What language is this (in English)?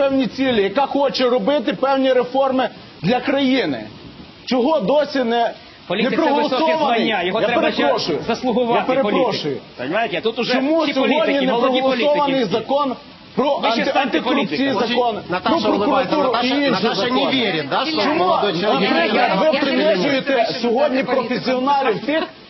Ukrainian